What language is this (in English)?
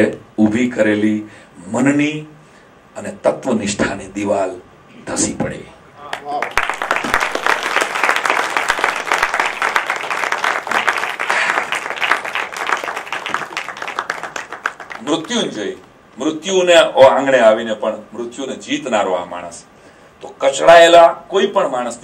Gujarati